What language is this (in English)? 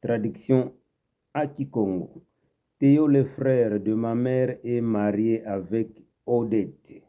Kituba (Democratic Republic of Congo)